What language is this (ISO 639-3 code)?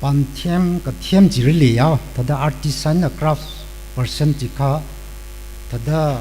nmf